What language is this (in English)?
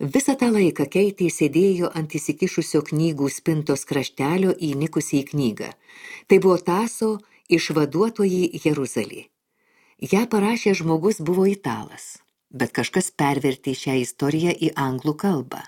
Lithuanian